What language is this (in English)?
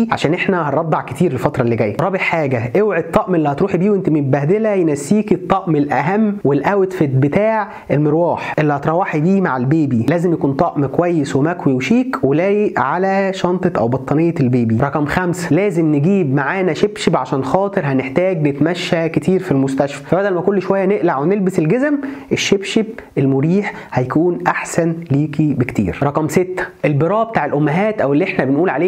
Egyptian Arabic